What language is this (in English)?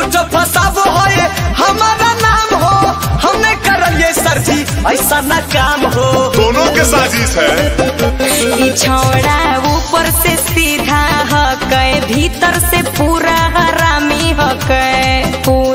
Magahi